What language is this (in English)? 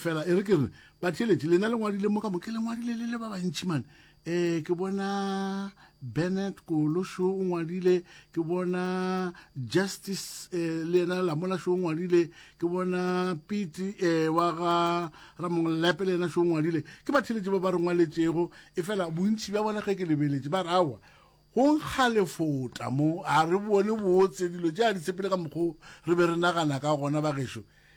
Northern Sotho